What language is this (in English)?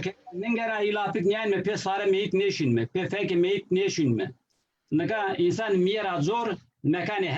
Zaza